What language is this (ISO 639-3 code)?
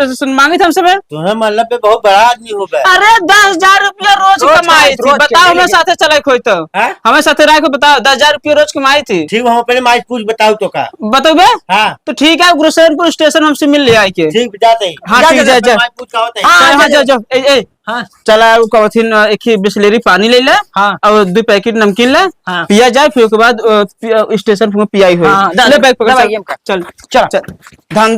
awa